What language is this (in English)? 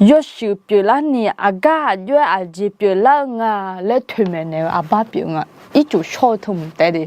Akha